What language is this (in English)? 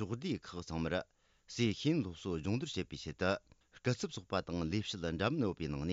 Tibetan